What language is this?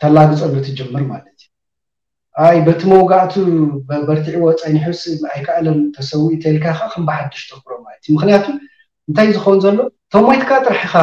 Tigrinya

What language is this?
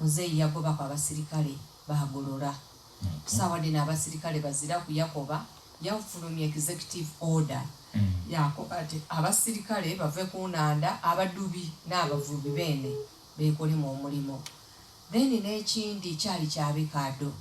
Soga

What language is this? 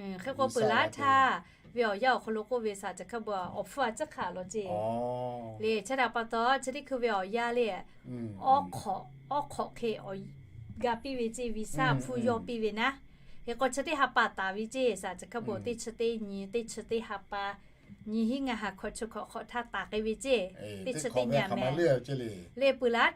Lahu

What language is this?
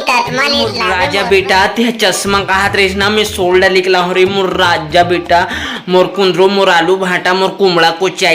Chhattisgarhi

